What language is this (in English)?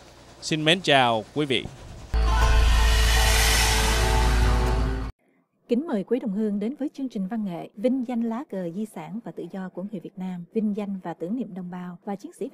Vietnamese